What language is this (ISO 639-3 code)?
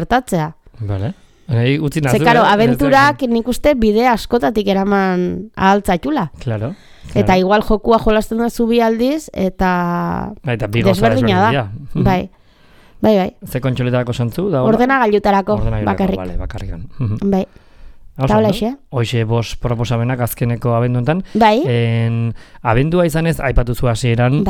eus